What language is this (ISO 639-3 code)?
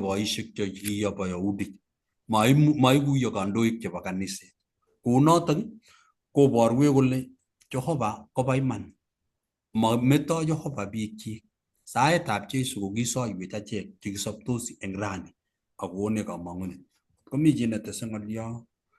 kln